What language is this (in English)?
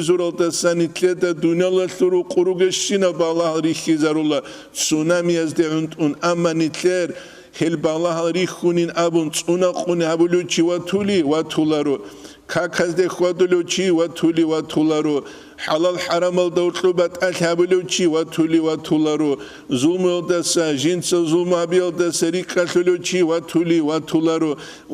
Avaric